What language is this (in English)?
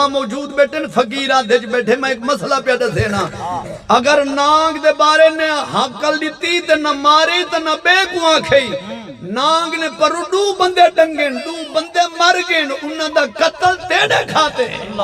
Saraiki